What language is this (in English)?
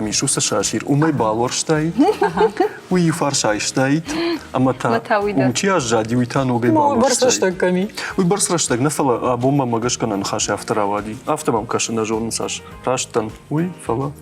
Ossetic